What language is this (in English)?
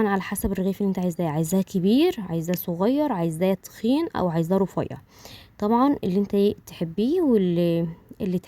Egyptian Arabic